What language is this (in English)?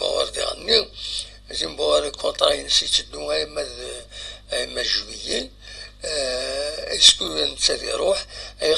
Kabyle